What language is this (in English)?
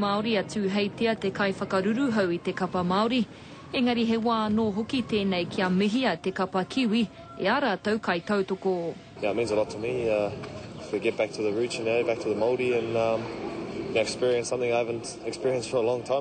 Māori